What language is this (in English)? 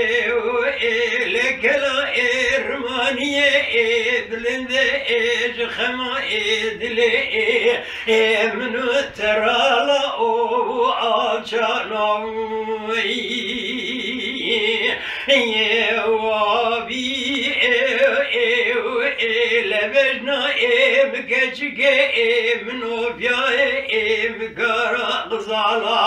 Zaza